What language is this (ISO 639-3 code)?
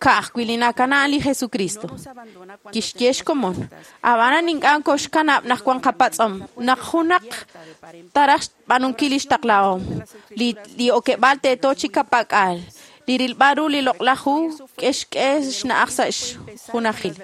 kek